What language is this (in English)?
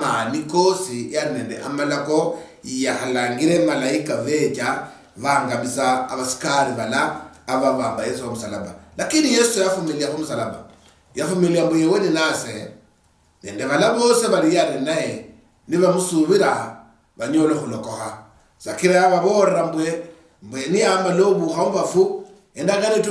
Luyia